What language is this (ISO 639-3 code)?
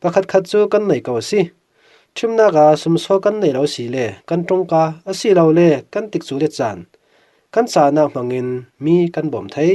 cfm